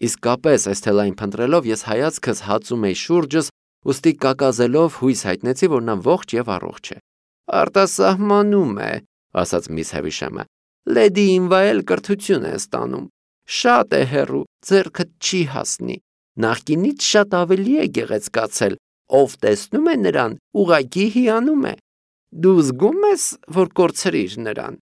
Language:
Armenian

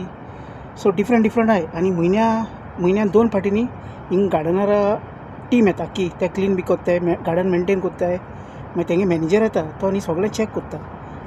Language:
Konkani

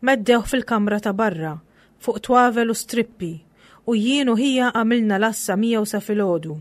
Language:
Maltese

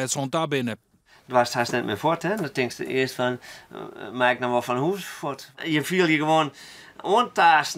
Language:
Western Frisian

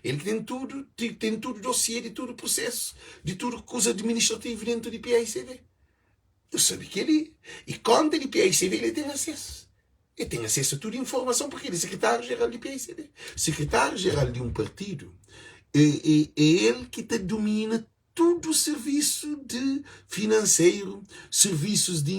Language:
Kabuverdianu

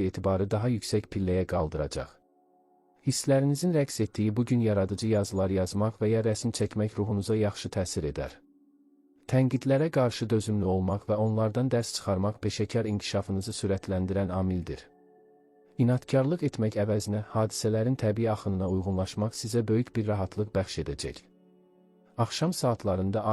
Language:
Azerbaijani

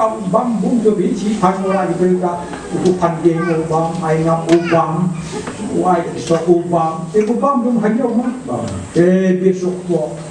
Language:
Khasi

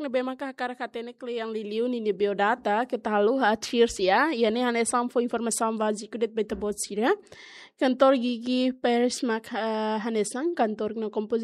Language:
Tetum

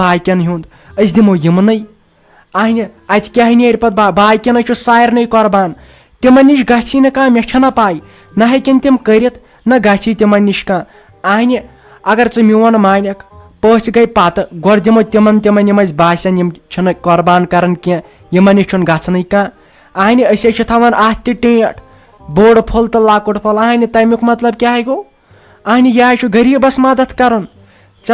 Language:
Kashmiri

